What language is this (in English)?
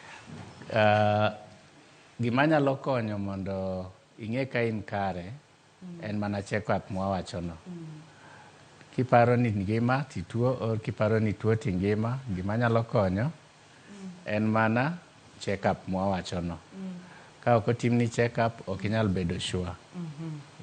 Luo (Kenya and Tanzania)